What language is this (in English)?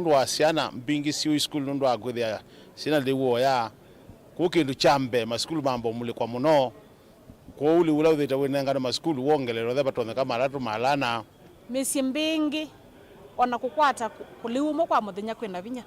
Kamba